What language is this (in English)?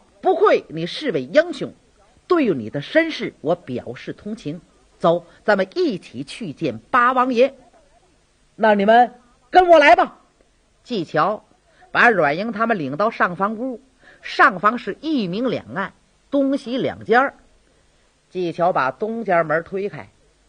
Chinese